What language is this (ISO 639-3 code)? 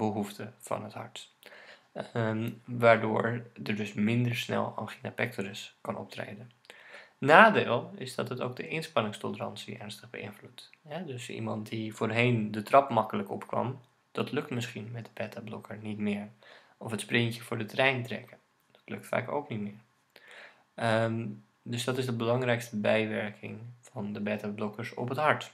nld